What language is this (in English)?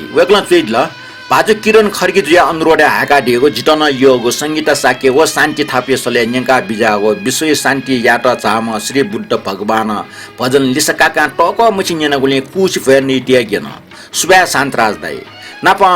Newari